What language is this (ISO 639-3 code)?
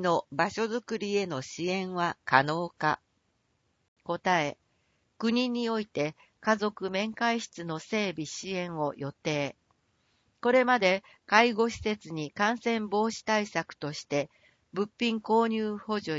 jpn